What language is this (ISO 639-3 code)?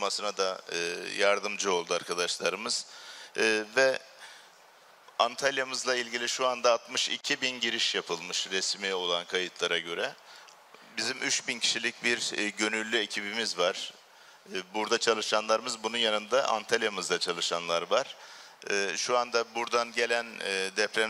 tur